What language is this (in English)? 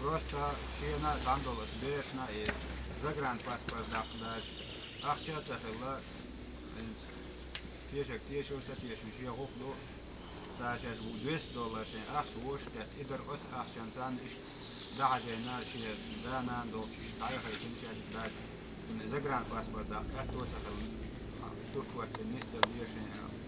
Chechen